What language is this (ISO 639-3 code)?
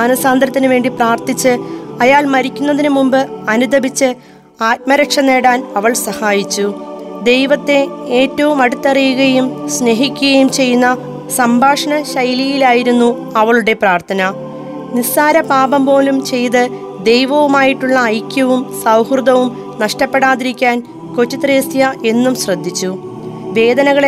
mal